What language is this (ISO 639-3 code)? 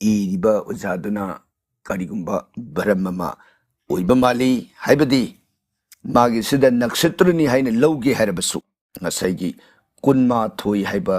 mni